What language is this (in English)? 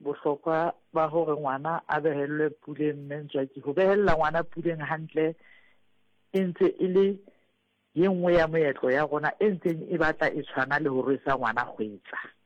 Southern Sotho